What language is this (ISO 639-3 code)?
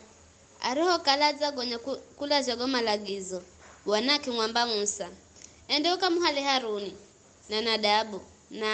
nyf